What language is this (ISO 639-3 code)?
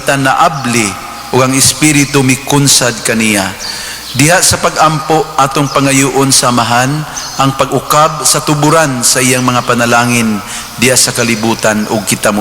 ceb